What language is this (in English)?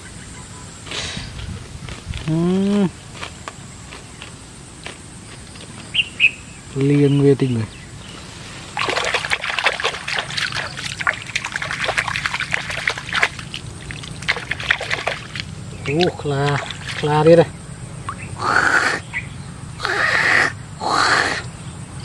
Vietnamese